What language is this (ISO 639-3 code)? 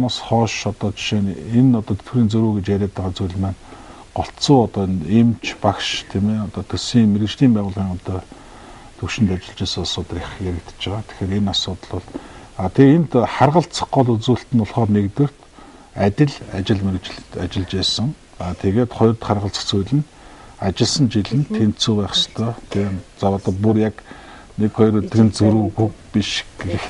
mon